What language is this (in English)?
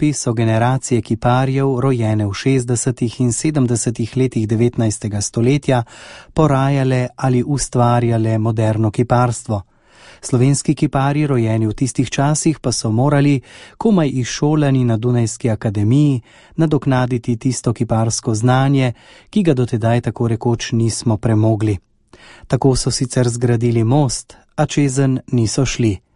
Slovenian